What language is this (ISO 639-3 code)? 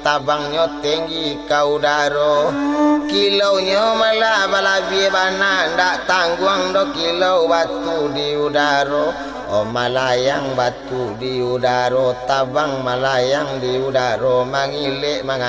min